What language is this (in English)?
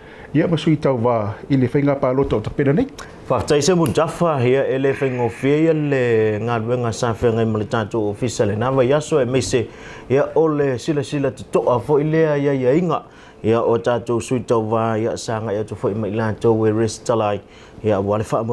Samoan